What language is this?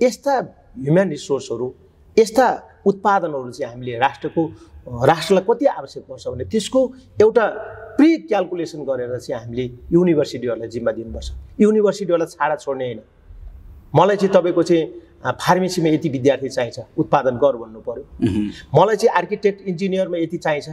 Nepali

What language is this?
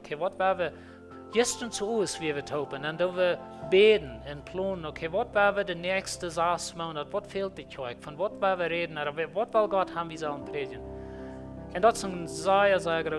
Plautdietsch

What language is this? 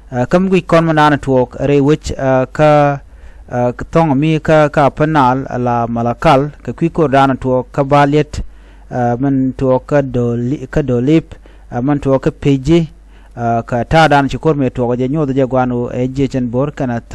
Nuer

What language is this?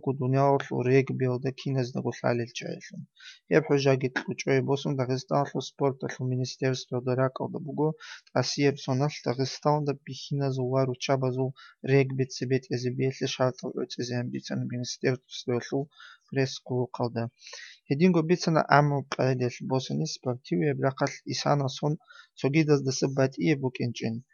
Avaric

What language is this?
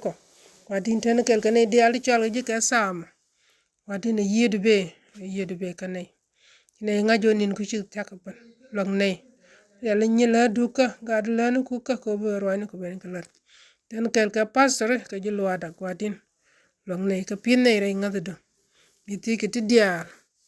Nuer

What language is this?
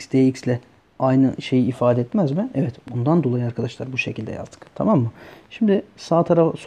Turkish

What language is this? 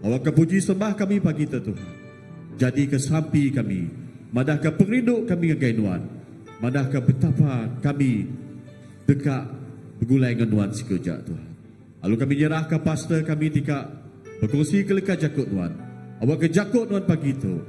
Iban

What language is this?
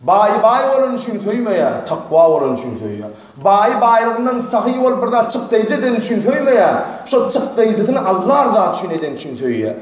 Turkmen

